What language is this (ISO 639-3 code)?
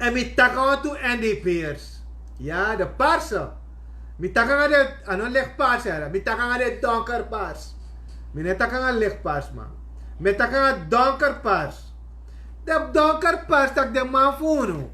srn